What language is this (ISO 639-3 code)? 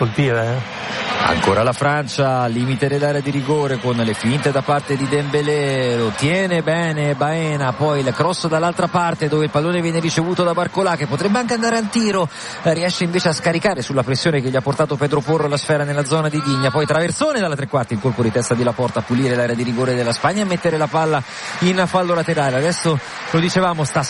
ita